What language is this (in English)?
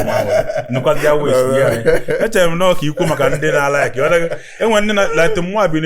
Igbo